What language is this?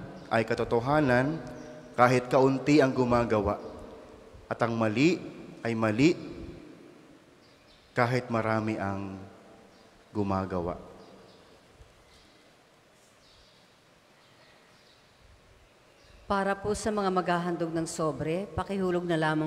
Filipino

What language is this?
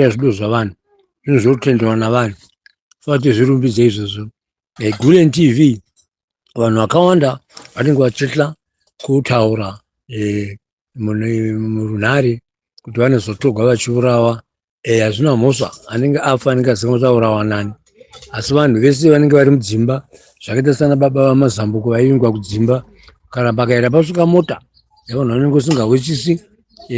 Shona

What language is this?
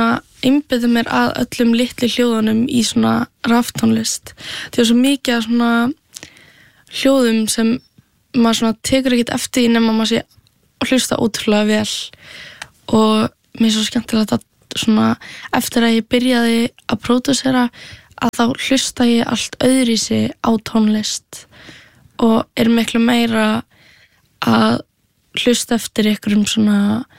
Icelandic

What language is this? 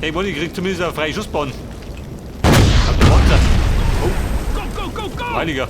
Bavarian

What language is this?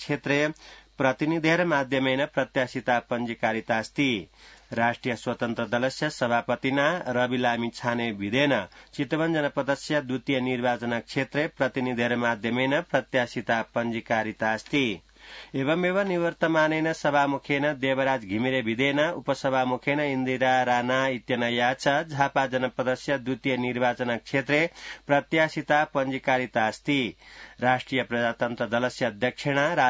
Sanskrit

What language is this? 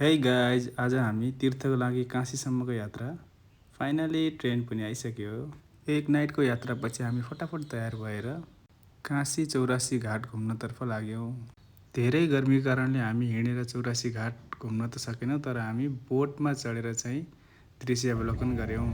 Nepali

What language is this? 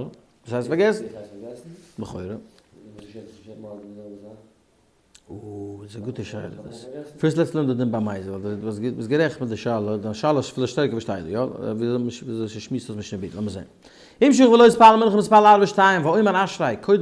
Yiddish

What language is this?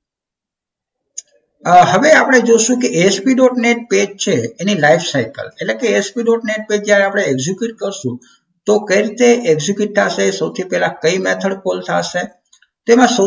Gujarati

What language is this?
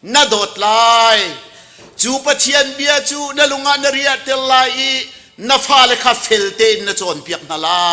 Hakha Chin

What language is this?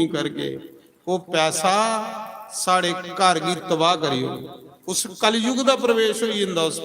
Dogri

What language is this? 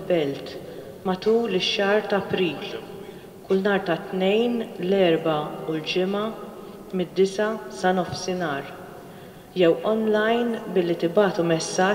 Maltese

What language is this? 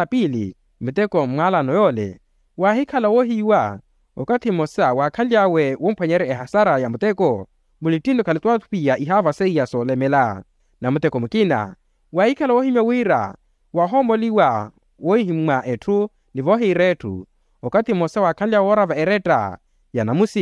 Makhuwa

